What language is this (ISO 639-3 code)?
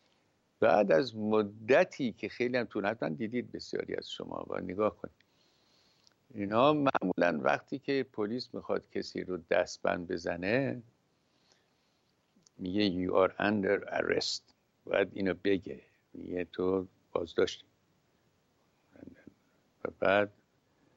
fas